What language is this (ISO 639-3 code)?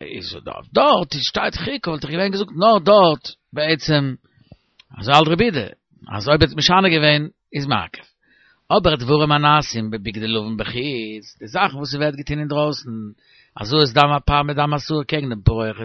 yid